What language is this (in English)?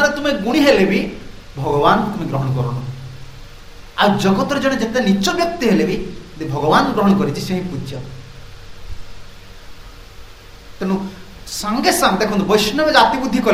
Odia